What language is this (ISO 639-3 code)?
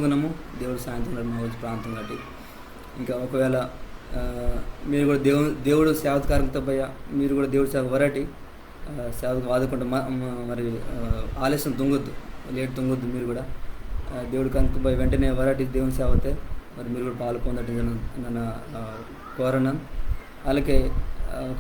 kff